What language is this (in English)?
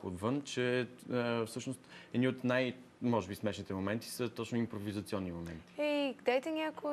Bulgarian